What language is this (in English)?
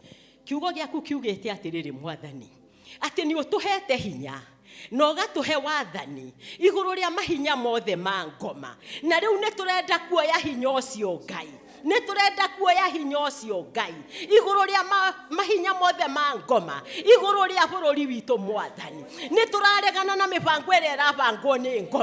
Kikuyu